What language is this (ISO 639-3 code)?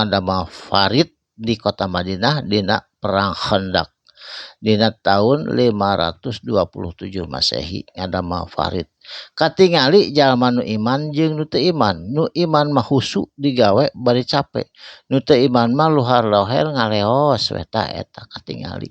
sun